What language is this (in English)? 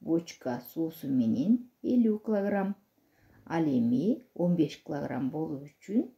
Kyrgyz